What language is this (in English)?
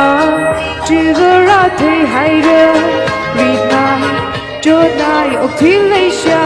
Tangkhul Naga (India)